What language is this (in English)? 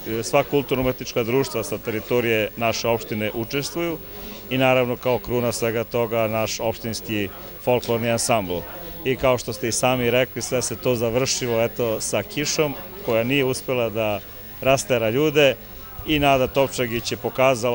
Serbian